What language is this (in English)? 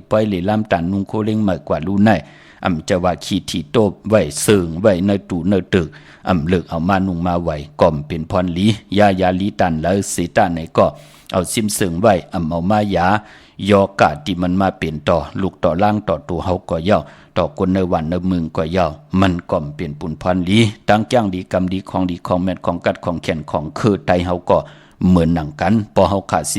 Shan